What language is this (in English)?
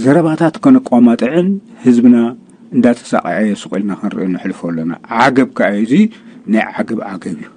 Tigrinya